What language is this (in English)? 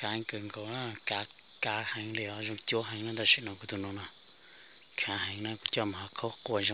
Hmong